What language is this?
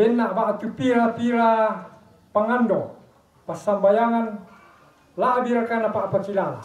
Toraja-Sa'dan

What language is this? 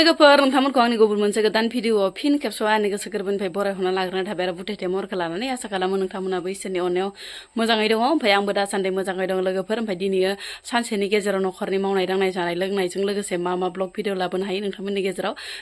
Bodo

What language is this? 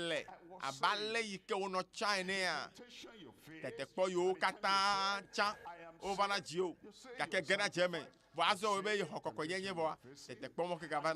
Ewe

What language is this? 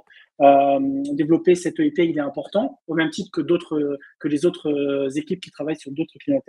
French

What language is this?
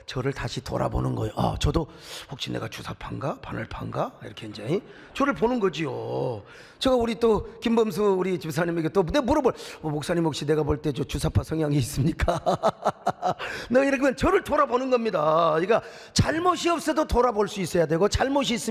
Korean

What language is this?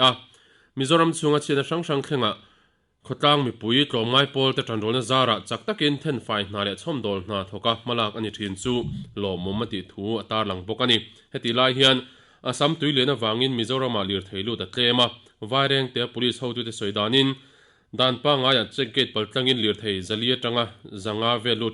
Mizo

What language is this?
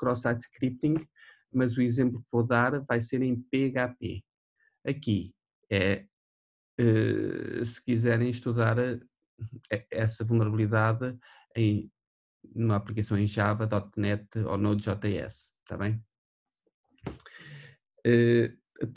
Portuguese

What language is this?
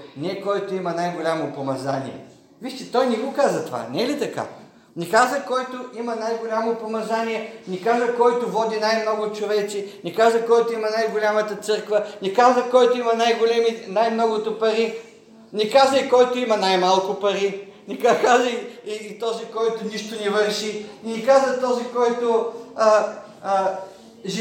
Bulgarian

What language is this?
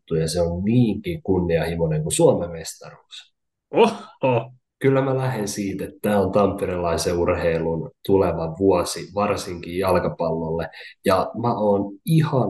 Finnish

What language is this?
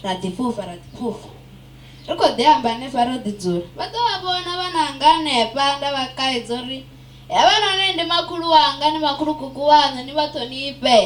Venda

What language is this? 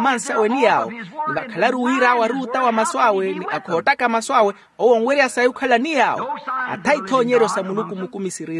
Makhuwa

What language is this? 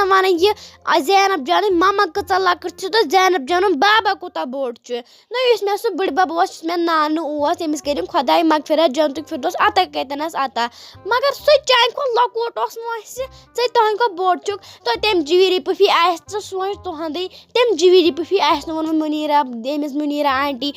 Kashmiri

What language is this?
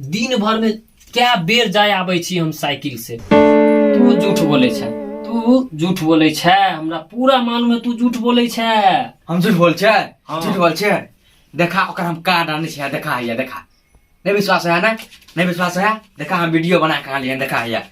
Maithili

